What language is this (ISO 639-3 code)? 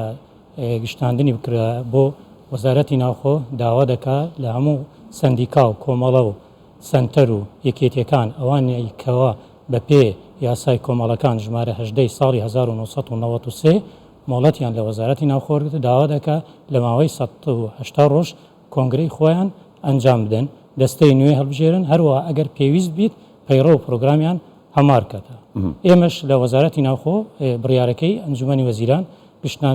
ckb